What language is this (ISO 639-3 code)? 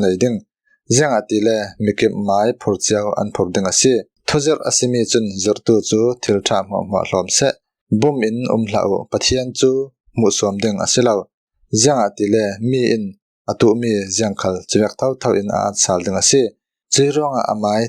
cfm